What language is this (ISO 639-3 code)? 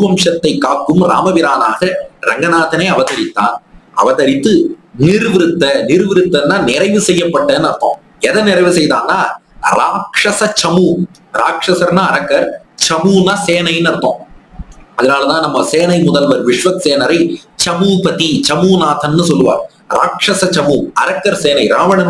tam